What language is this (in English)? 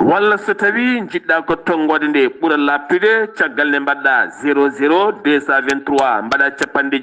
Fula